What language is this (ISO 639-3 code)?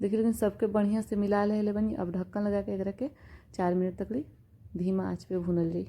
bho